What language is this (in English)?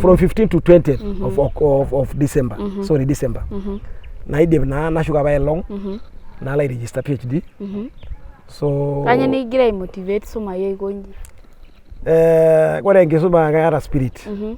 Masai